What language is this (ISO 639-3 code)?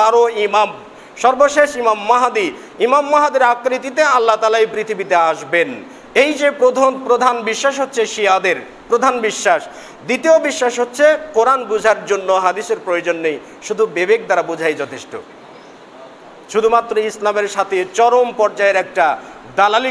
ben